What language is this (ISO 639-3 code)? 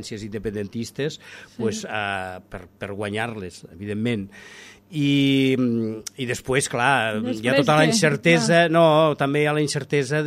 cat